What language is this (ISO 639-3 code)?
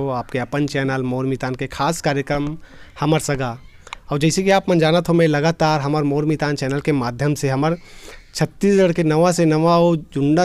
hne